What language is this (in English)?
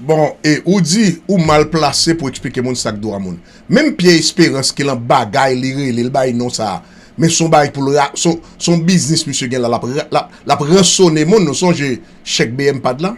Haitian Creole